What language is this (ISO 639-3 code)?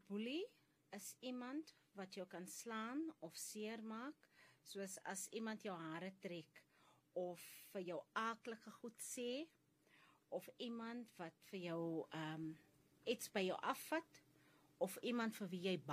afr